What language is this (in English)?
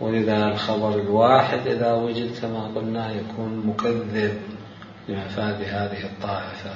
Mesopotamian Arabic